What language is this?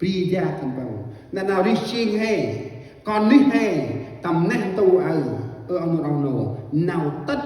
Central Mnong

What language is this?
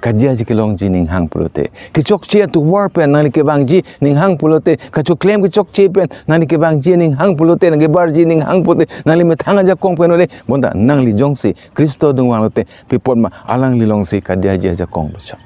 Karbi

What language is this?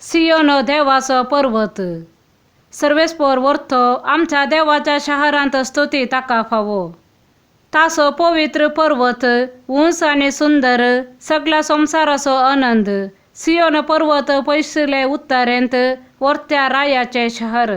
Konkani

